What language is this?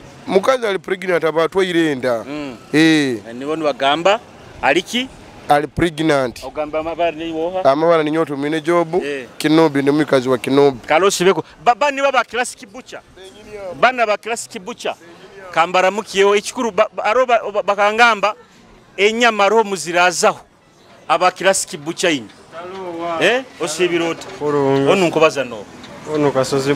Nyoro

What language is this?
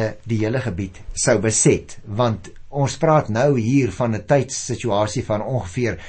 Afrikaans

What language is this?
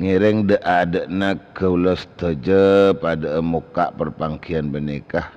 Madurese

